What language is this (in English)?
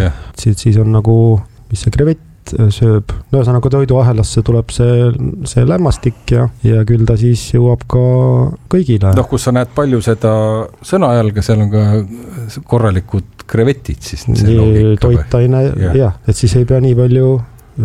Estonian